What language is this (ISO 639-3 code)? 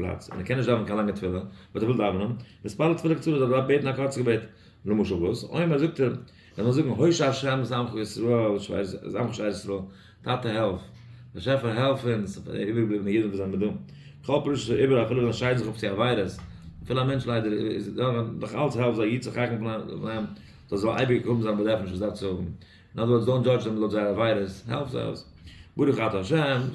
yid